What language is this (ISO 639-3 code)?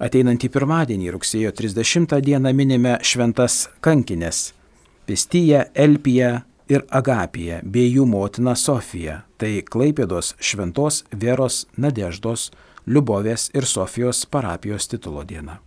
lit